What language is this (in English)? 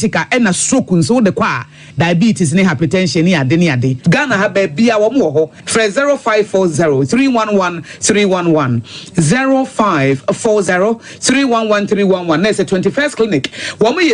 Akan